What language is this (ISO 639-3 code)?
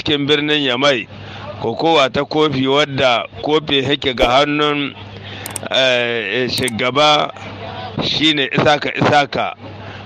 hau